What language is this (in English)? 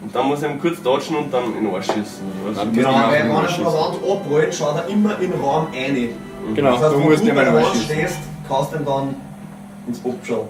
Bavarian